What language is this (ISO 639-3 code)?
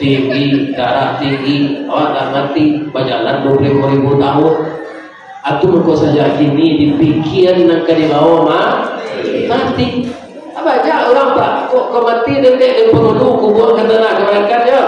min